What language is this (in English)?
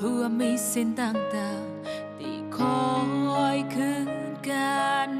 Shan